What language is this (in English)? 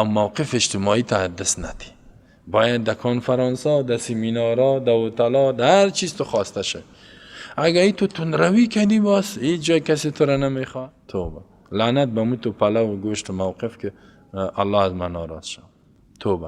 Persian